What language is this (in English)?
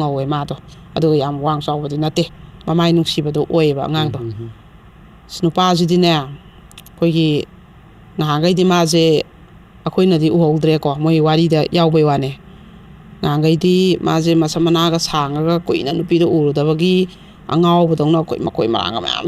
Manipuri